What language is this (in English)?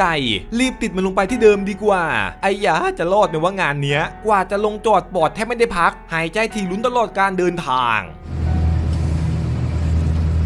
Thai